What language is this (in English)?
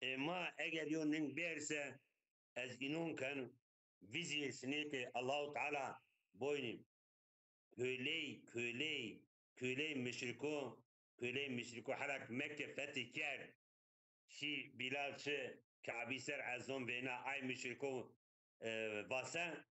Zaza